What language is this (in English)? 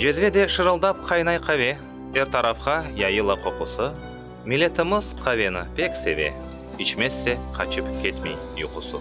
Crimean Tatar